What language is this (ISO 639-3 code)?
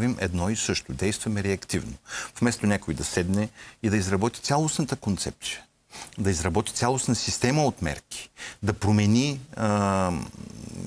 bul